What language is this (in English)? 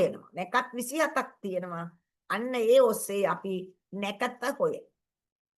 Sinhala